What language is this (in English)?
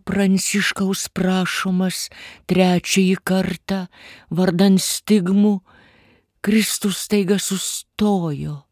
Lithuanian